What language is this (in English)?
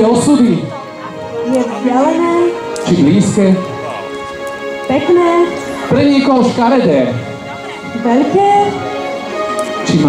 Slovak